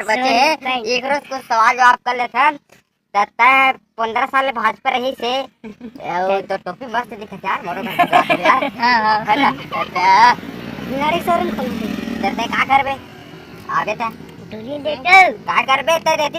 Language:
Chhattisgarhi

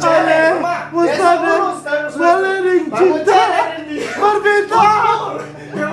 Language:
Manado Malay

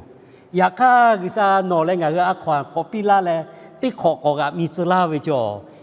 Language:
Lahu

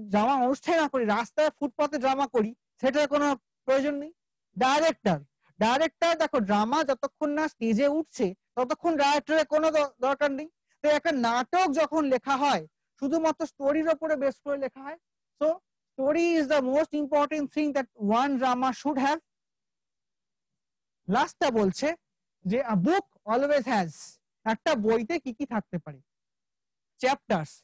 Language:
Bangla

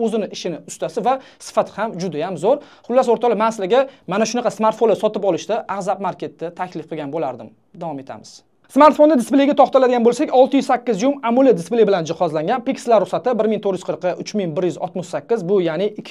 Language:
Uzbek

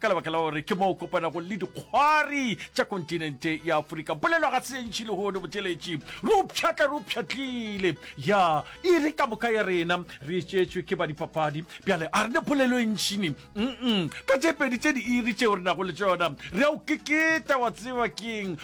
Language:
Northern Sotho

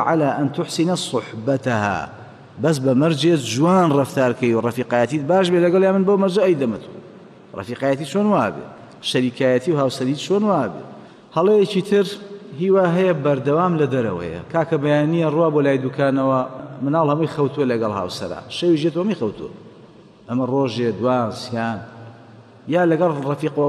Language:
Central Kurdish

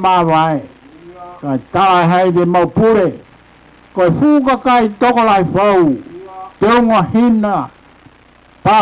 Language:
Tongan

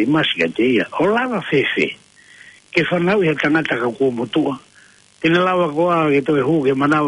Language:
Tongan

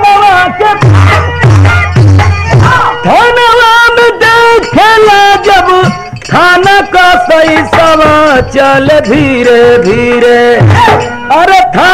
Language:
Bhojpuri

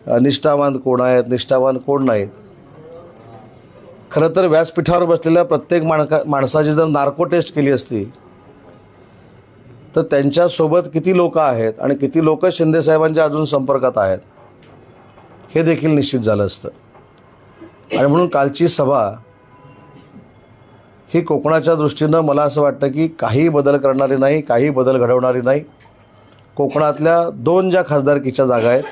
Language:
Marathi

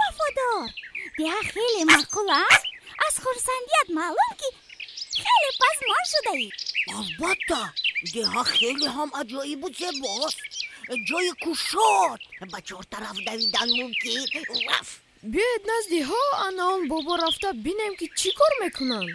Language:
Tajik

